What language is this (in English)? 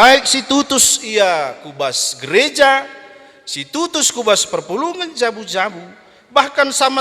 Batak Karo